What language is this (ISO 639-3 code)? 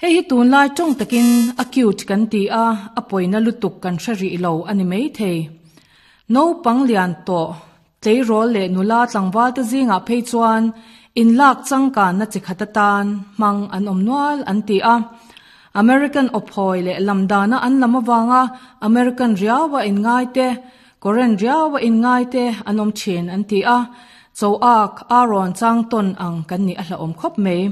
lus